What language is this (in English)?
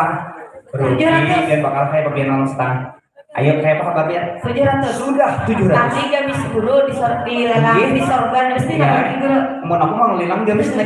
Banjar